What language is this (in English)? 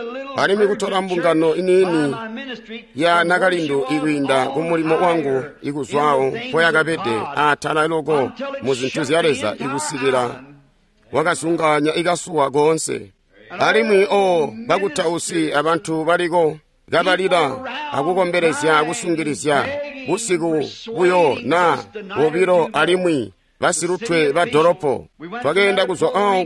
Tonga (Zambia)